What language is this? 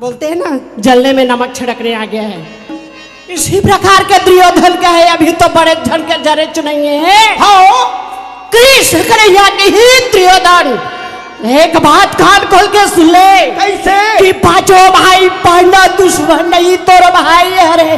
Chhattisgarhi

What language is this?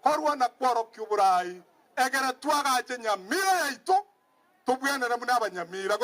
Gusii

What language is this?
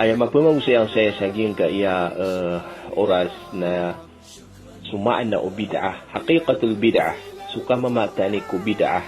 Maranao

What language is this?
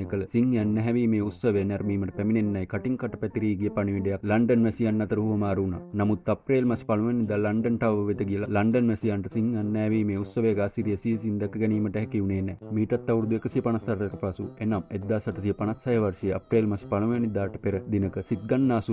Sinhala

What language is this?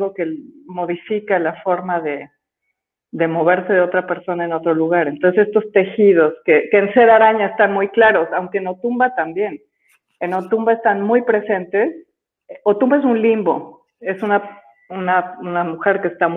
Spanish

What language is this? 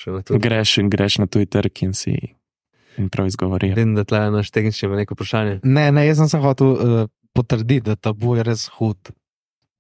Slovenian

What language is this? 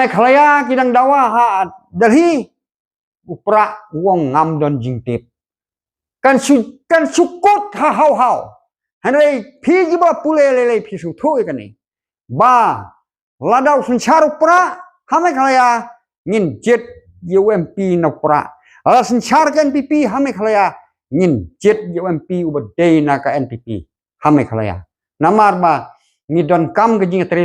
Khasi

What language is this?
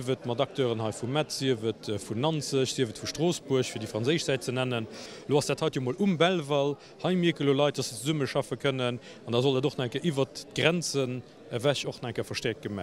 Luxembourgish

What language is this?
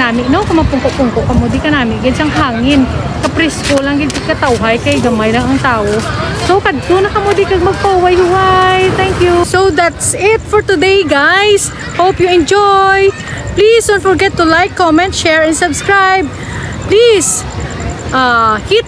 Hiligaynon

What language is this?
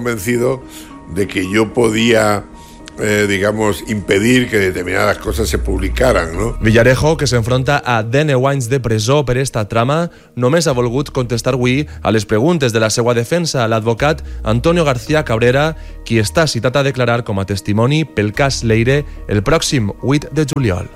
Catalan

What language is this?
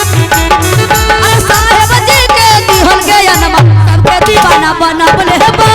Magahi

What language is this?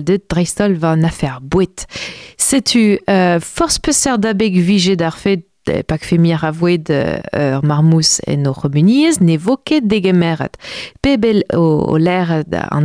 Breton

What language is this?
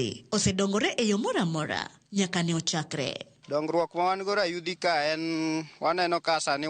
Luo (Kenya and Tanzania)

